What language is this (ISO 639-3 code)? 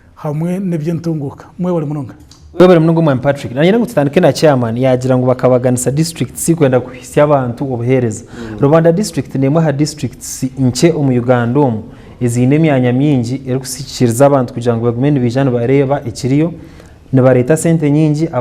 nyn